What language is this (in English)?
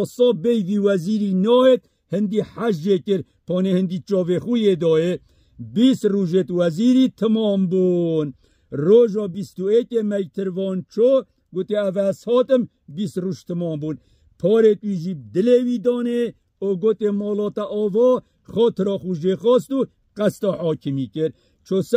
Kurdish